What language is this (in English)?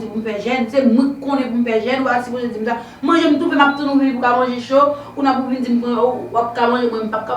Haitian Creole